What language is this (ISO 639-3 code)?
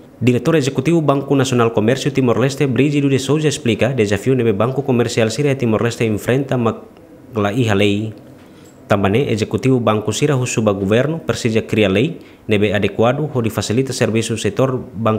tet